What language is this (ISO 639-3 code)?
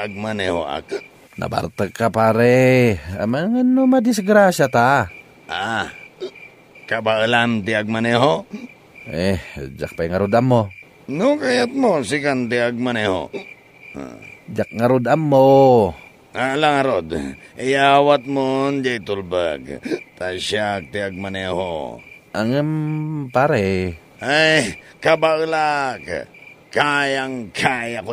ilo